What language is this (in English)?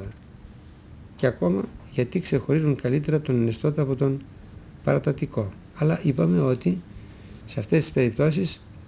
Greek